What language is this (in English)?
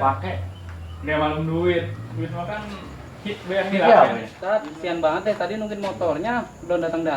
Betawi